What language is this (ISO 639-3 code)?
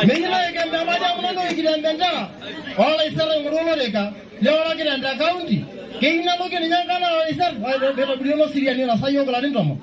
mas